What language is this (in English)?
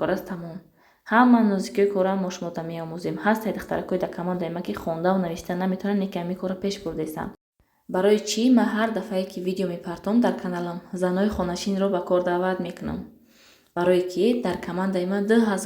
Tajik